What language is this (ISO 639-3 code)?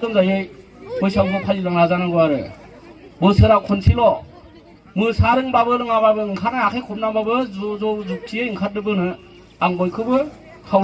brx